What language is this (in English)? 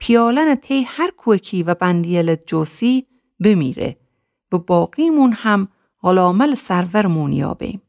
Gilaki